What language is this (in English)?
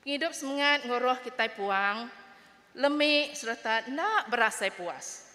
Iban